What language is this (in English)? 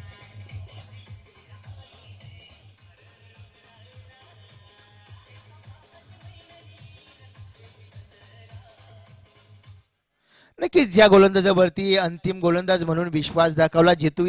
Marathi